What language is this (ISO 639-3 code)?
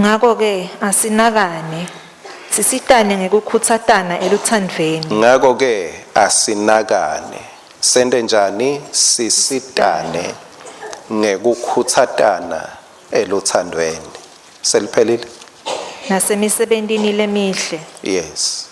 ssw